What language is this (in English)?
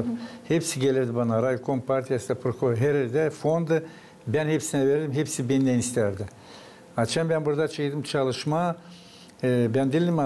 Gagauz